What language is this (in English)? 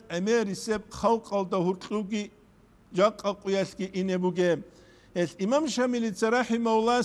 Avaric